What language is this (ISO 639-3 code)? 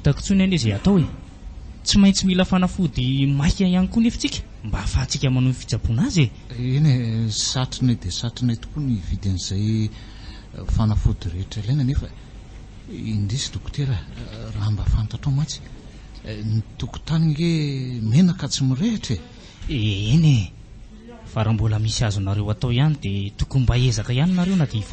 mlg